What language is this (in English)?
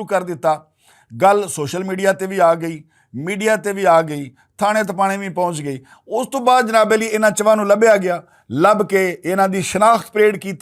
Western Panjabi